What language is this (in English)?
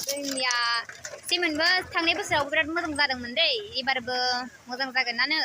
Bodo